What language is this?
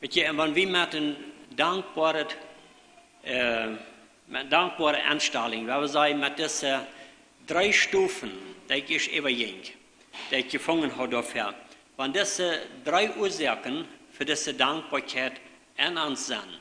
Plautdietsch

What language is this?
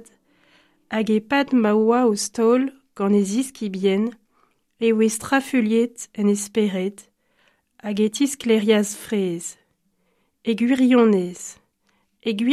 Breton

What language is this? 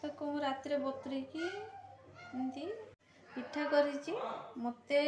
Odia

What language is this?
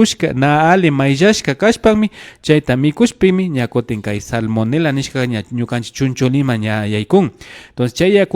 Imbabura Highland Quichua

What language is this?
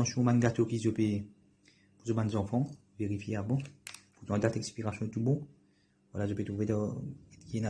Morisyen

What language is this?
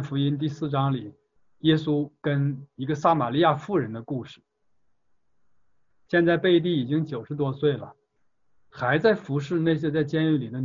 Chinese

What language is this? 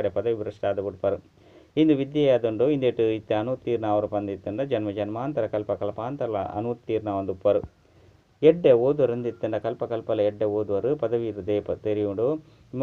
Tulu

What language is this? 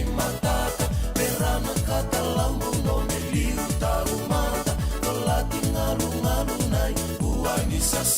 Fijian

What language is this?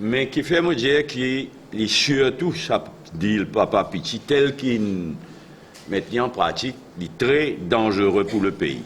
Morisyen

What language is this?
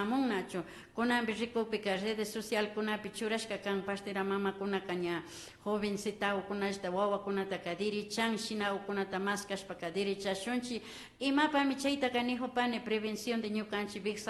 Imbabura Highland Quichua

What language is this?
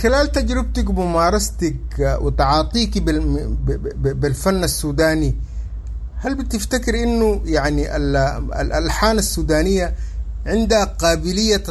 Sudanese Arabic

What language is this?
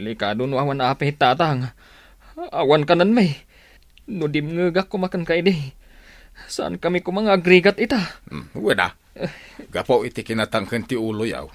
Iloko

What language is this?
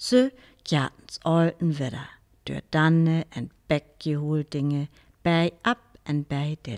Northern Frisian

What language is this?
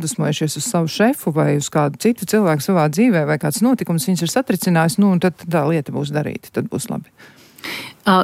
Latvian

